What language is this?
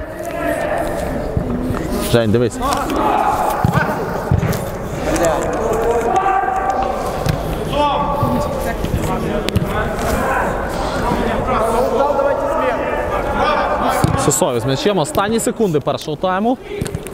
Ukrainian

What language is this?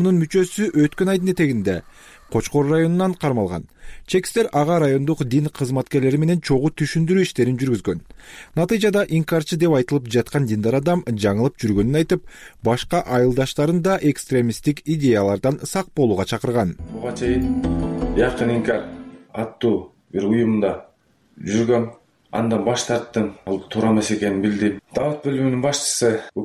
Kyrgyz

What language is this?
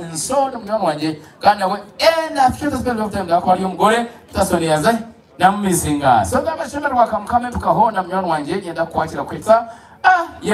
Nyankole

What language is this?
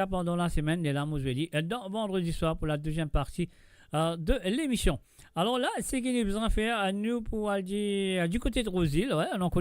Morisyen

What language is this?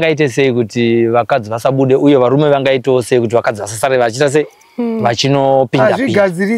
Shona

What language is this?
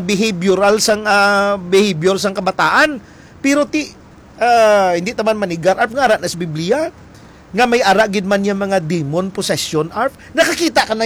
Hiligaynon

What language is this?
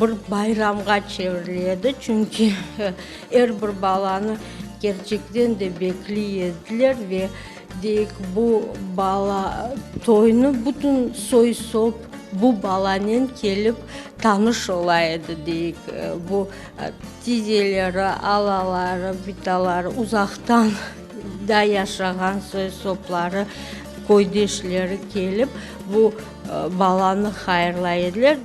Crimean Tatar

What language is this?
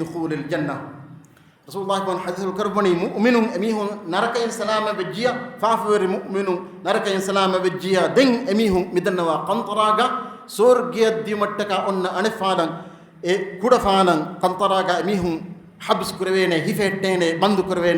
Divehi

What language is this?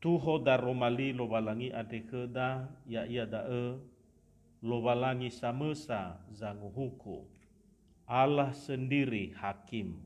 Nias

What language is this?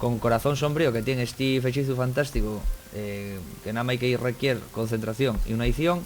Asturian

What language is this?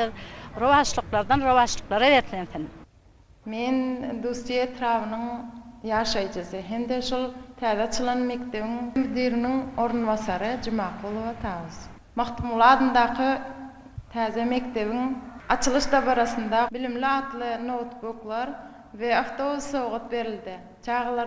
Turkmen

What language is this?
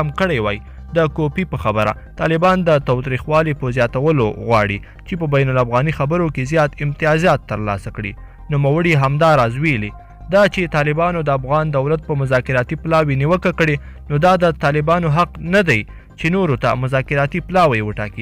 Pashto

